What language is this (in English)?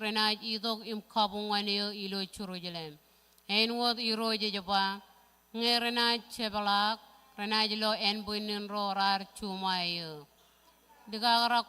Marshallese